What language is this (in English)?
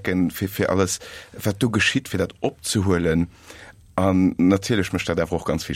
Luxembourgish